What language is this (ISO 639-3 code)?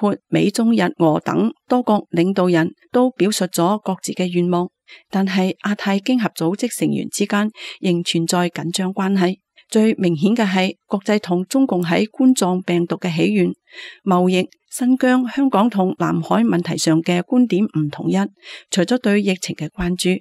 yue